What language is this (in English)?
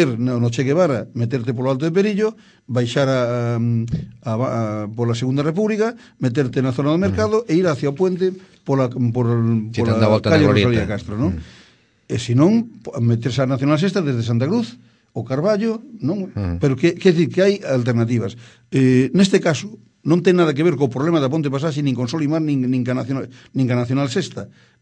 Galician